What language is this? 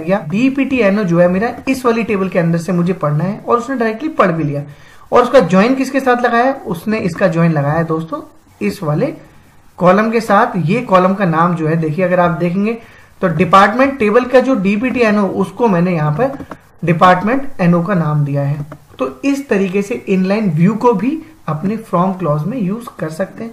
Hindi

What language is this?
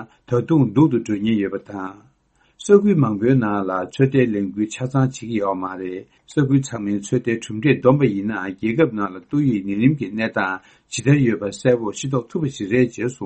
Tibetan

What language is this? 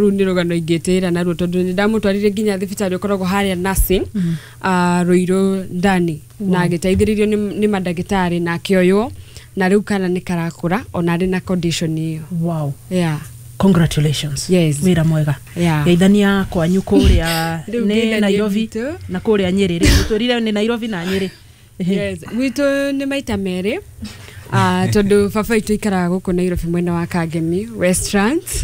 Kikuyu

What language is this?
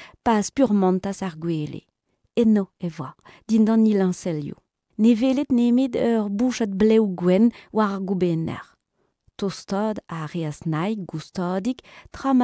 Breton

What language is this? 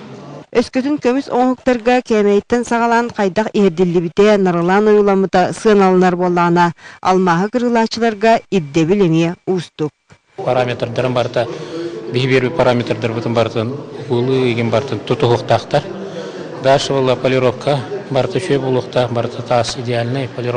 Yakut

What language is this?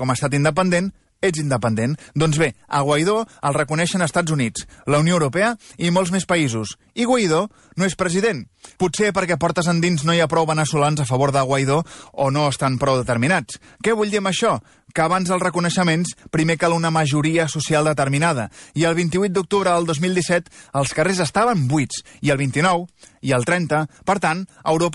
Catalan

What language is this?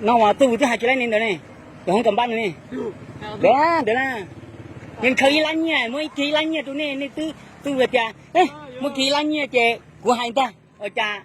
Hmong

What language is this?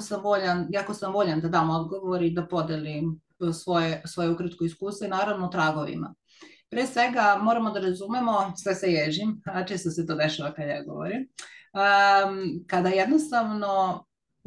Serbian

